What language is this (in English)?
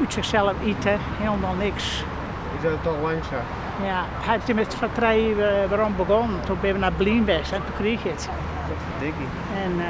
Western Frisian